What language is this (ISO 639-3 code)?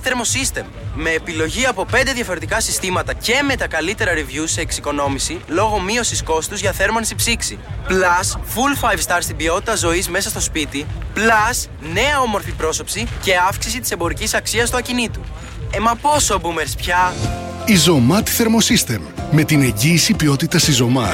ell